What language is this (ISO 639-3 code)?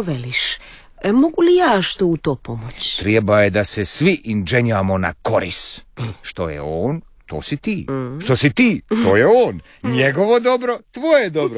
hrv